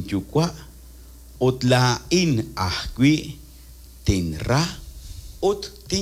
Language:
Kekchí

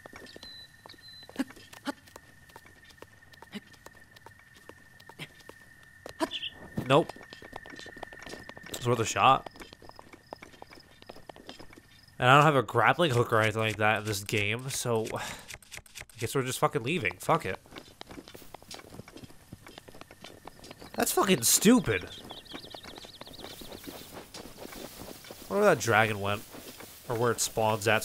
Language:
English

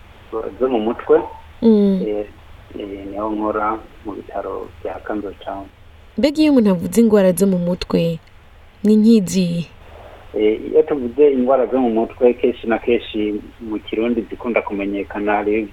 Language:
Rundi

